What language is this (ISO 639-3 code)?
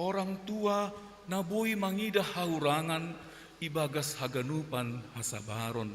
bts